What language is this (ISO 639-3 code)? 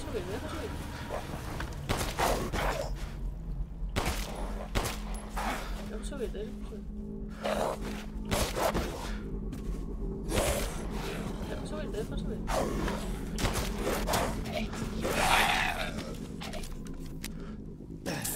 spa